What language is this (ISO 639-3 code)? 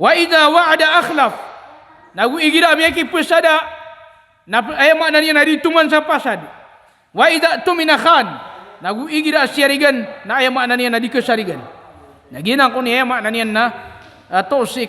mrw